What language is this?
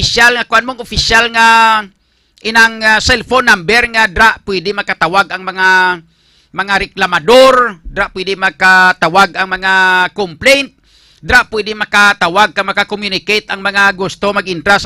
Hiligaynon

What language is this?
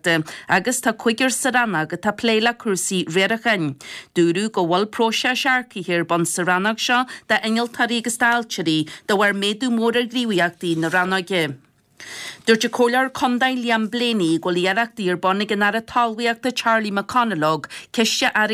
Irish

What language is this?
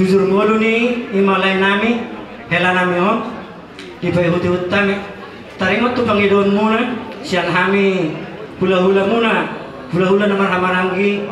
Batak Toba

